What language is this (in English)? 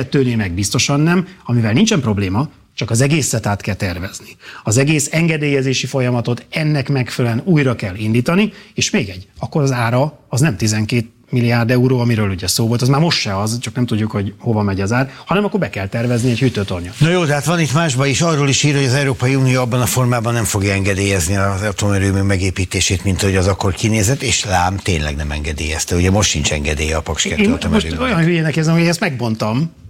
Hungarian